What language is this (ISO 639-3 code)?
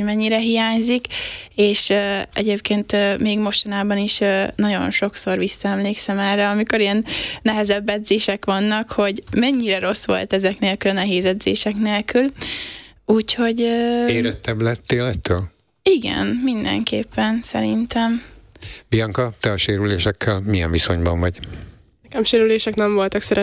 hun